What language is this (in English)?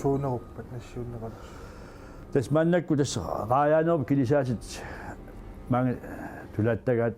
Kalaallisut